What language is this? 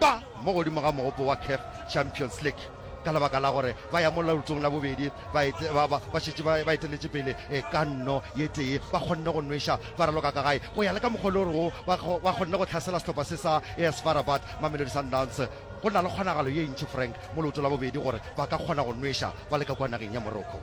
Northern Sotho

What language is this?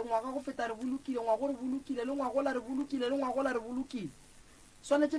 Northern Sotho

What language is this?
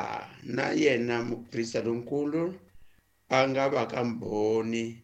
Tsonga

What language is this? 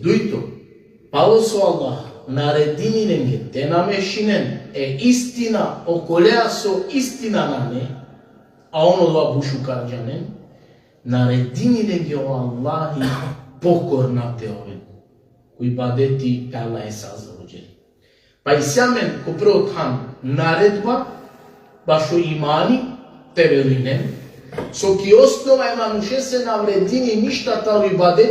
Balkan Romani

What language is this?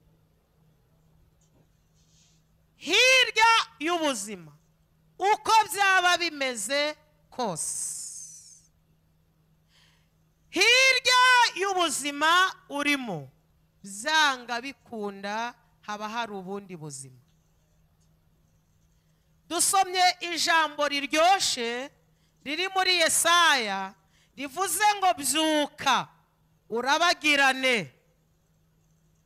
Kinyarwanda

